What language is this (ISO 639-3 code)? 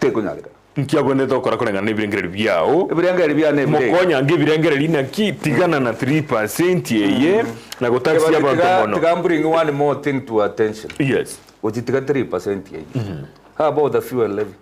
guz